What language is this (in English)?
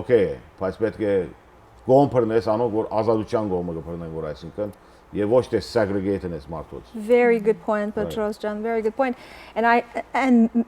Western Armenian